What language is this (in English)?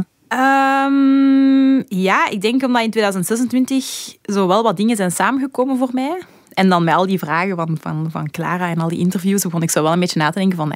Dutch